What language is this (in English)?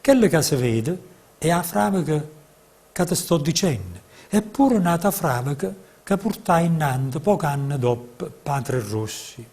Neapolitan